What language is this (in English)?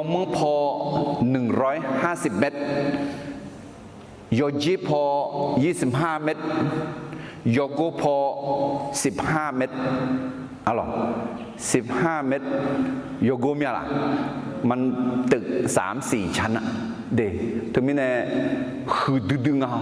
Akha